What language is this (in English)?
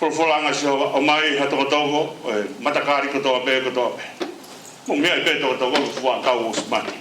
Tongan